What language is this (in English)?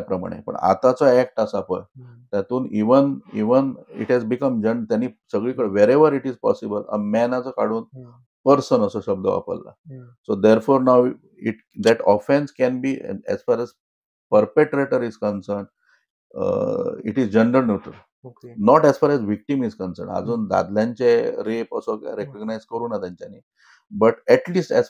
Konkani